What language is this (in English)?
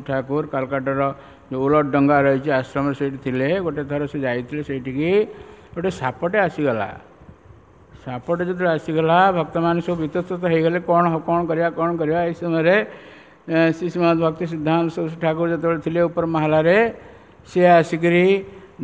Odia